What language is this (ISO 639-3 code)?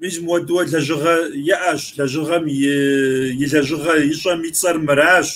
kbd